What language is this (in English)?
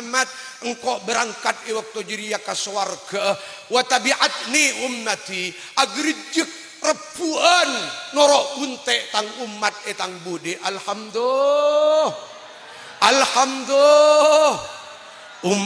Madurese